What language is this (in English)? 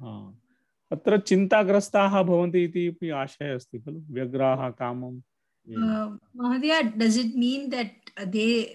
Sanskrit